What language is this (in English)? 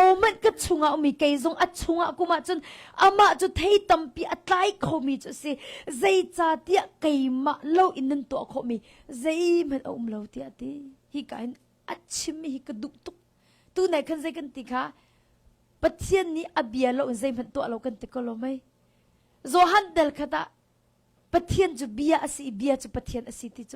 Hakha Chin